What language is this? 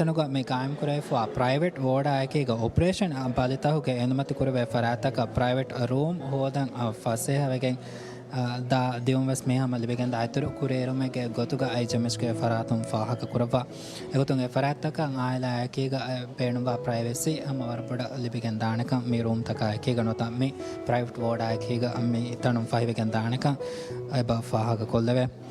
Divehi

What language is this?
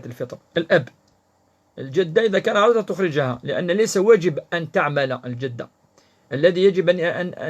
Kabyle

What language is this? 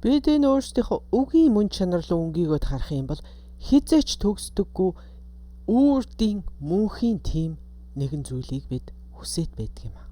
Mongolian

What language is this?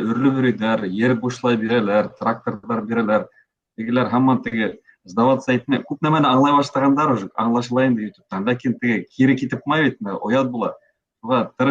Bashkir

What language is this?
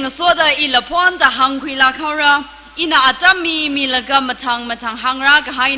Tangkhul Naga (India)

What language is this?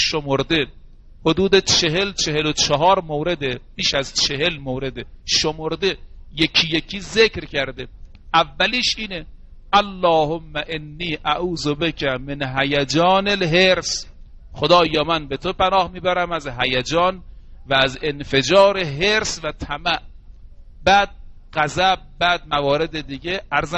Persian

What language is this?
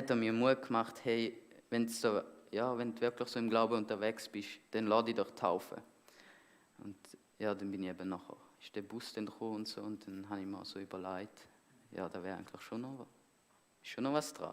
Swiss German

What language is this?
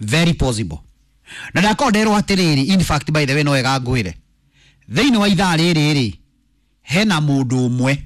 Kikuyu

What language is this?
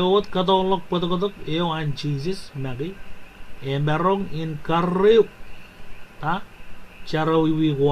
Marshallese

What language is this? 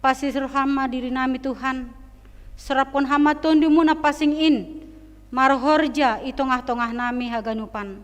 Batak Simalungun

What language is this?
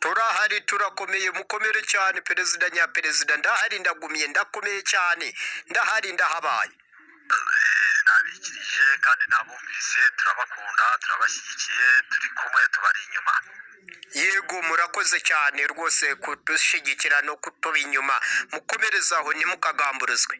Kinyarwanda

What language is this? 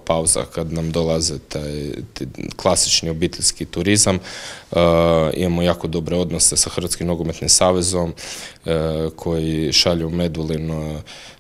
Croatian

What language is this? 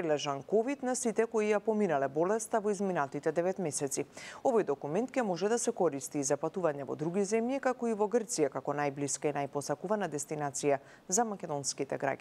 Macedonian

